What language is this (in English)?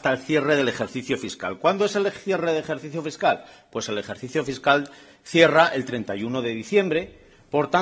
Spanish